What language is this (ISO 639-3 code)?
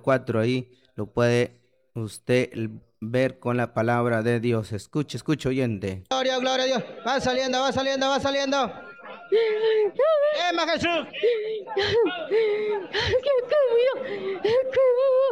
spa